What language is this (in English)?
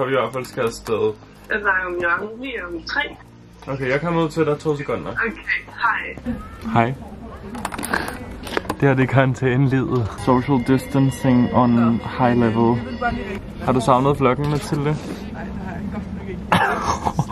Danish